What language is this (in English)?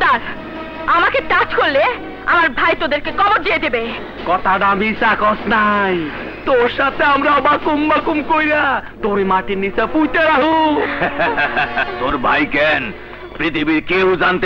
Bangla